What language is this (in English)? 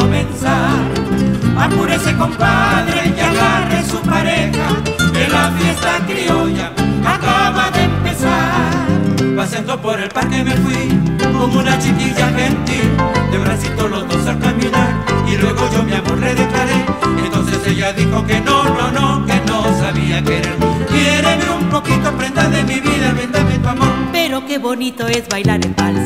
Spanish